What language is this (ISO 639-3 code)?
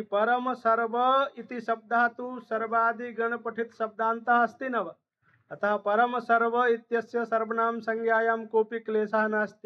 san